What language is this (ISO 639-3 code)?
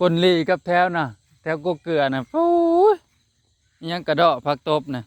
tts